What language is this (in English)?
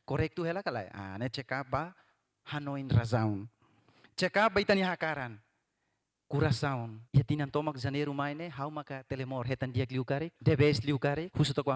Tetum